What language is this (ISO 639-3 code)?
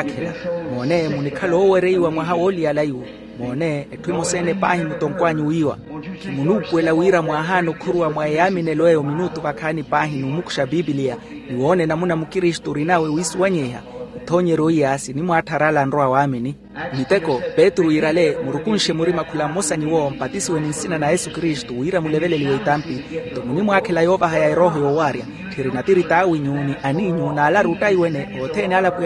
vmw